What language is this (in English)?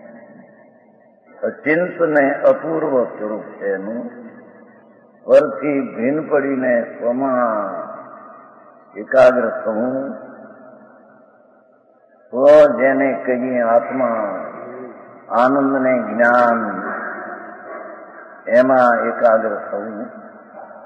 Gujarati